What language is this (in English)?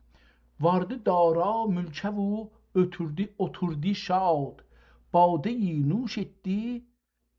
South Azerbaijani